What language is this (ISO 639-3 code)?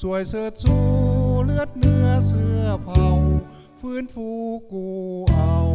lao